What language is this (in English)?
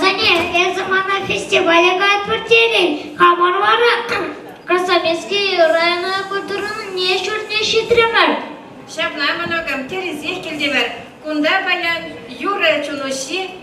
Chuvash